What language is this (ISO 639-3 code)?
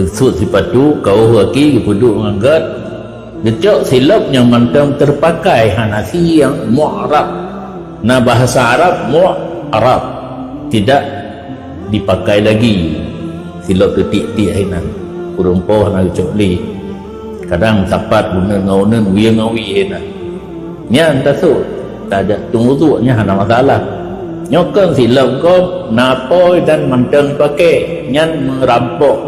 ace